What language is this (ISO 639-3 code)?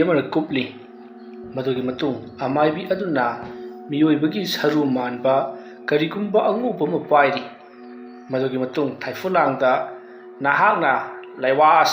mni